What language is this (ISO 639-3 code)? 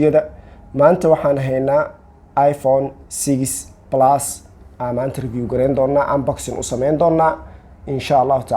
som